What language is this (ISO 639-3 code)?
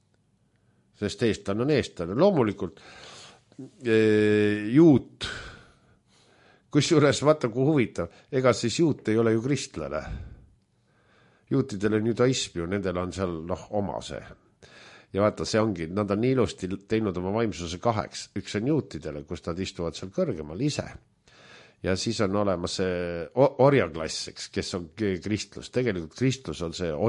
est